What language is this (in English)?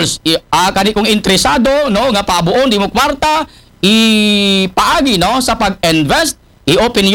Aklanon